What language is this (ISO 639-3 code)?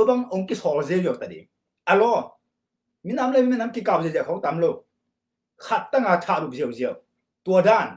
ctd